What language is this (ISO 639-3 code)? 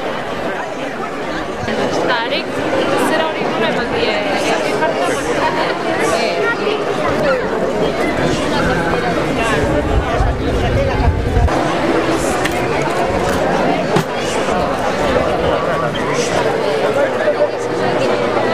eus